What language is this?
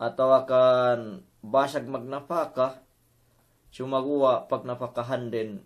Yakan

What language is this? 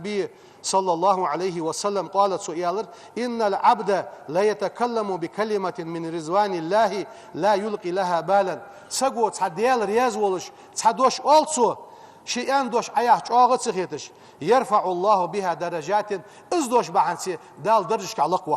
Ingush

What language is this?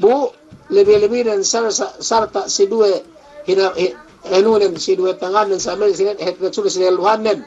Yakan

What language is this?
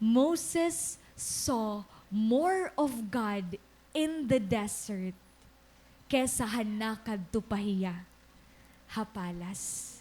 Waray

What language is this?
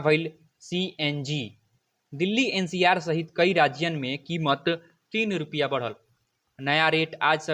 Bhojpuri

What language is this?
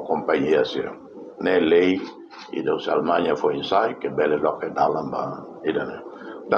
Tetum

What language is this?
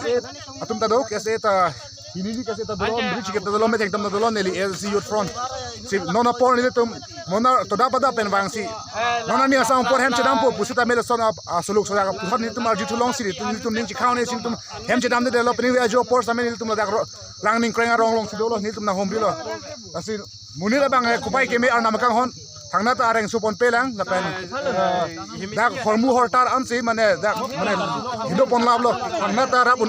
Karbi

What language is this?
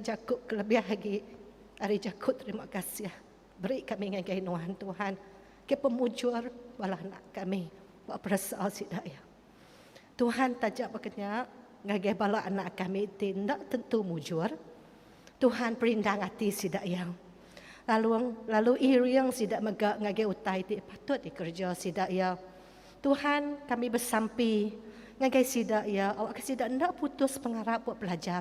Iban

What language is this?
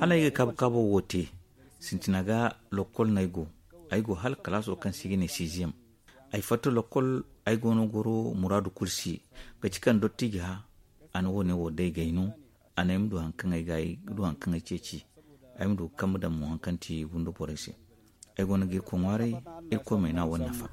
Zarma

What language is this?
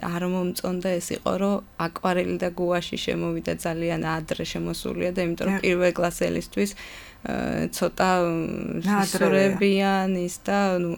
Georgian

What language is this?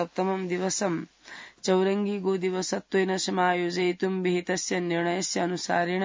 Sanskrit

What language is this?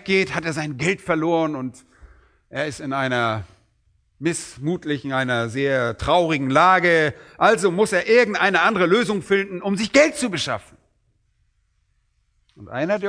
German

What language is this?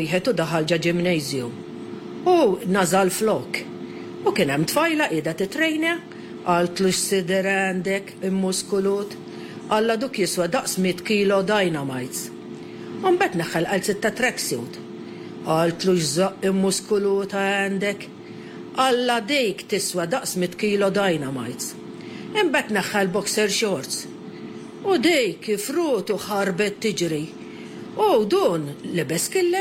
Maltese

